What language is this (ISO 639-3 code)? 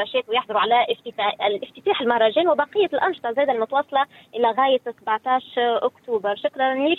aeb